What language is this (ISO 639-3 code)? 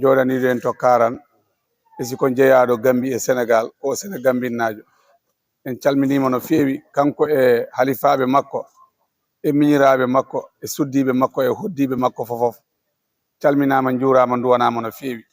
ful